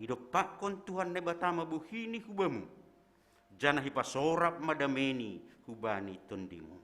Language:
Batak Simalungun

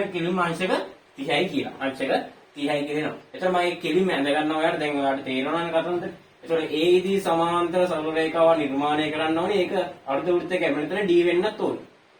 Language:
Sinhala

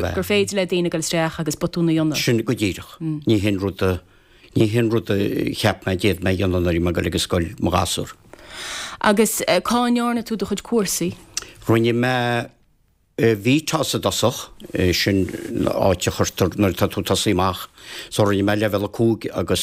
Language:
Irish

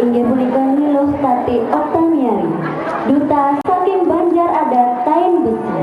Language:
Balinese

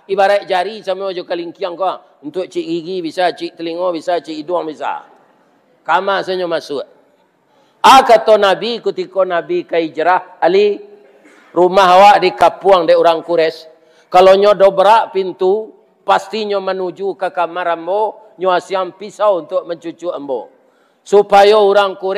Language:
Minangkabau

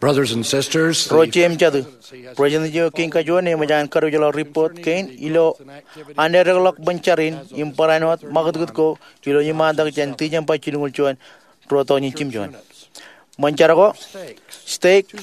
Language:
Marshallese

